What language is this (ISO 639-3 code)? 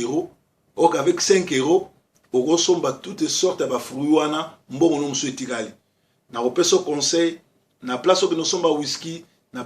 lin